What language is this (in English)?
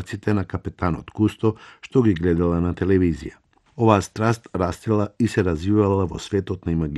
Macedonian